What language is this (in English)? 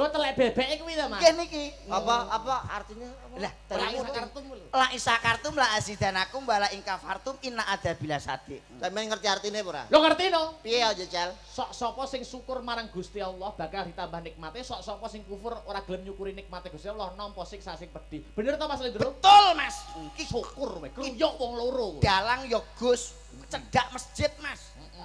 Javanese